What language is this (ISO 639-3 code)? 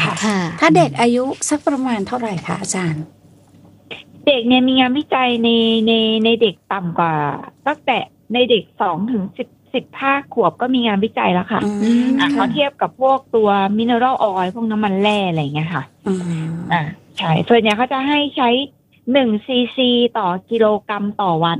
tha